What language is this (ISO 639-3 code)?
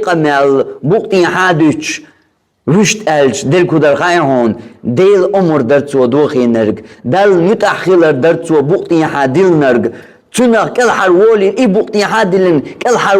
che